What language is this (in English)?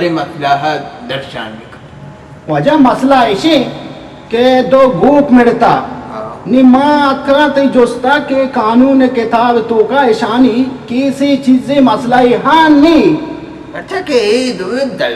Baluchi